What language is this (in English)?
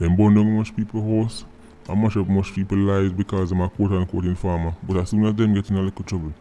Jamaican Creole English